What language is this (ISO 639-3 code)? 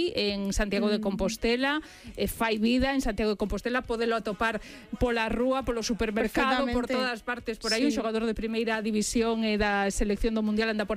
glg